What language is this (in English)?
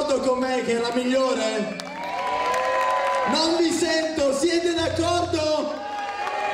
Italian